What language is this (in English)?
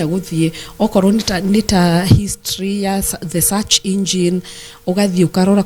Kikuyu